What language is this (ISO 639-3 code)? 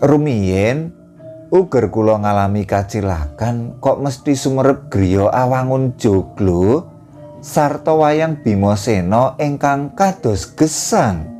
jav